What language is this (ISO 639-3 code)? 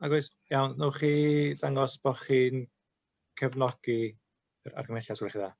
cym